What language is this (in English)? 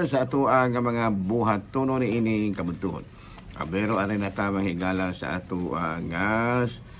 Cebuano